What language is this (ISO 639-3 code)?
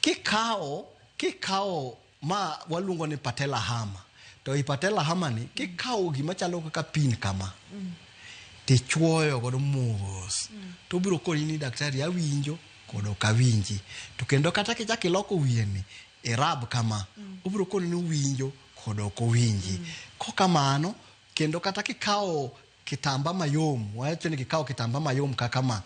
luo